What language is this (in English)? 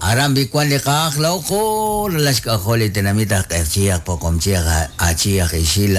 Kekchí